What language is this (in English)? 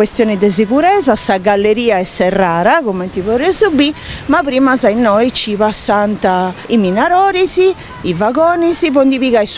Sardinian